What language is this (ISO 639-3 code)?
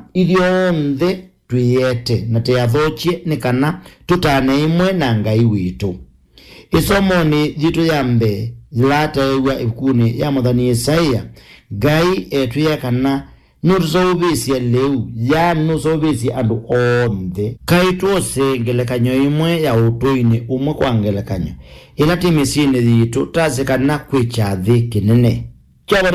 kam